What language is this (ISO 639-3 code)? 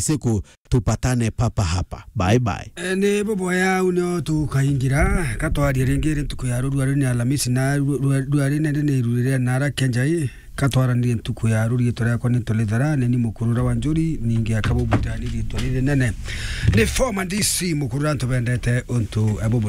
mer